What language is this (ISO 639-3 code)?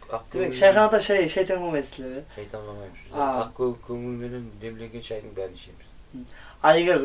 kaa